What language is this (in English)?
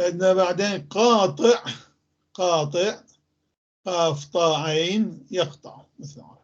North Levantine Arabic